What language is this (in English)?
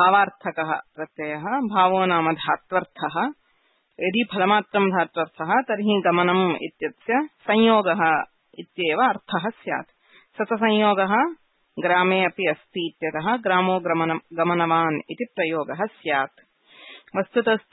Sanskrit